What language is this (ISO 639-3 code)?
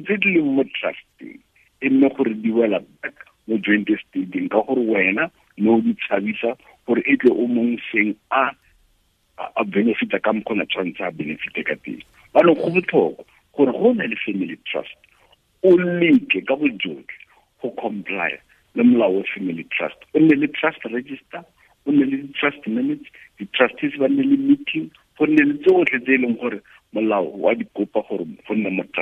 tsn